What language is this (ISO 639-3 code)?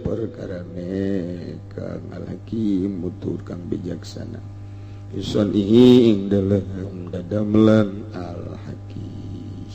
sun